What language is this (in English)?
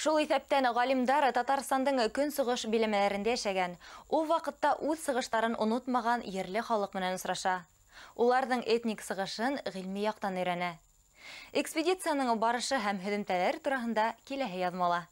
Bashkir